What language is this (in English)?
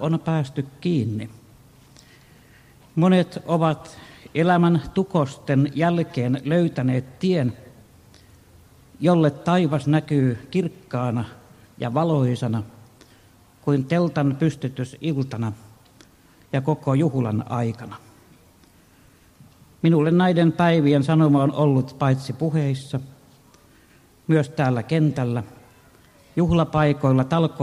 Finnish